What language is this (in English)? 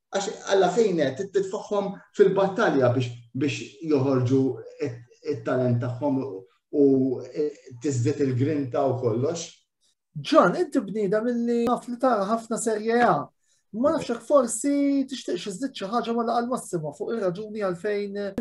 Maltese